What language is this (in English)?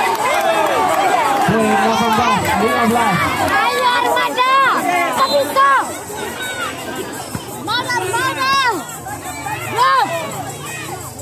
Indonesian